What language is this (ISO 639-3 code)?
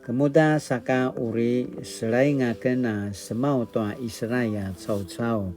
pwn